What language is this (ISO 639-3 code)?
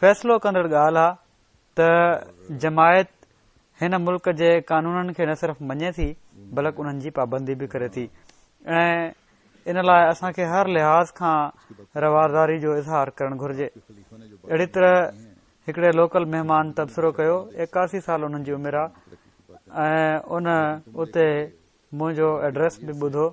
snd